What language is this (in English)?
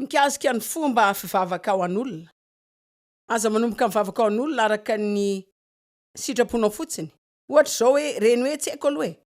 Malagasy